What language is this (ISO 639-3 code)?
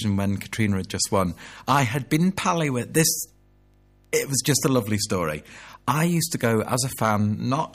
eng